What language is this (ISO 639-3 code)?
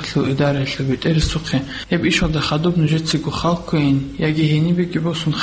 ava